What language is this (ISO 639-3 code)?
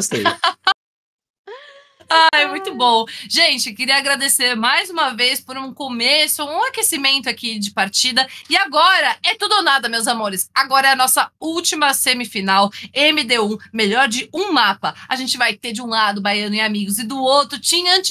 por